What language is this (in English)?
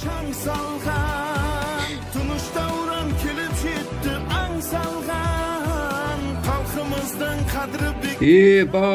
Kara-Kalpak